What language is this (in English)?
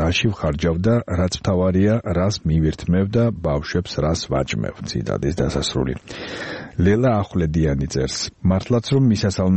Georgian